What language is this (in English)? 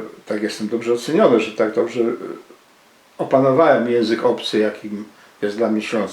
Silesian